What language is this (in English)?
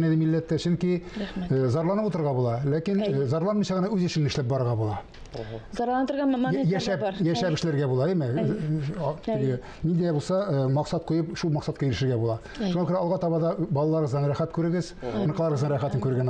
Tatar